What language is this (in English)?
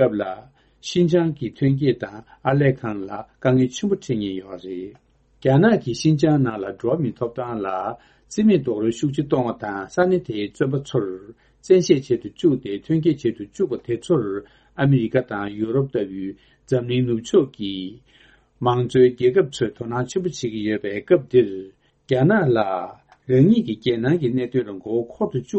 Tibetan